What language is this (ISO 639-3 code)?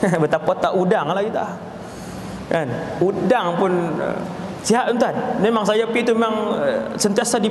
msa